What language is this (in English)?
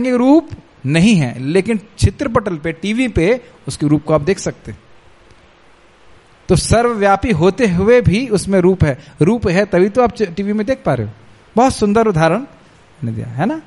Hindi